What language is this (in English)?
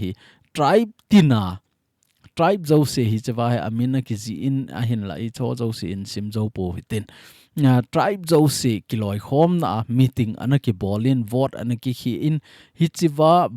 Thado Chin